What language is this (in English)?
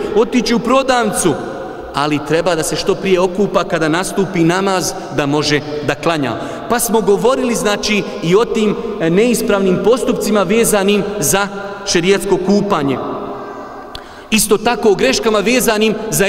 Bosnian